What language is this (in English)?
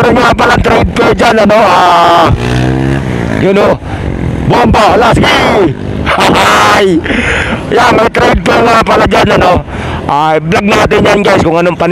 Filipino